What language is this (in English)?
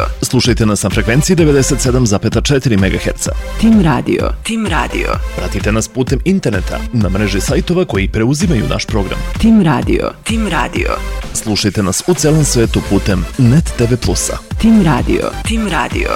Serbian